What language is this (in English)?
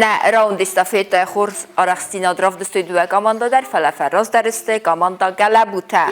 Ossetic